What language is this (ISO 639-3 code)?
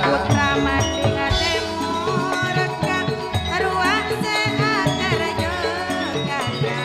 mad